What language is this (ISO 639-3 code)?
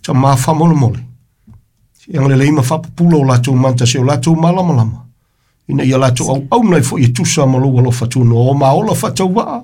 smo